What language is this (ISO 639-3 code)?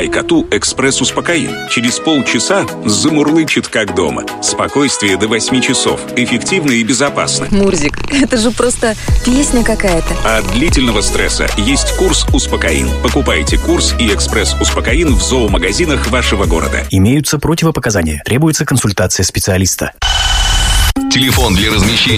rus